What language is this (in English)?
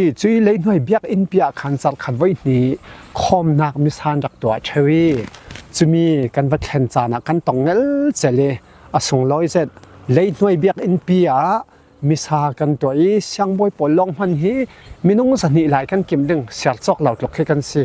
Falam Chin